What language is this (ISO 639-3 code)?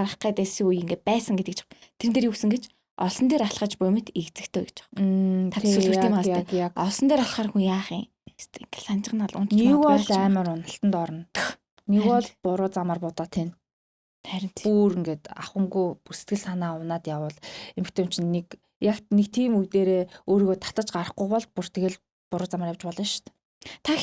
mon